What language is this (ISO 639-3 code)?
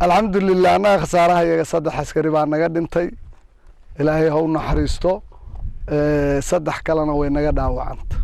som